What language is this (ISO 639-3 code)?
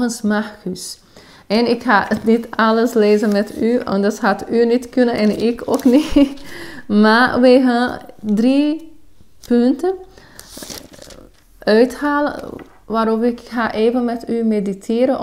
nld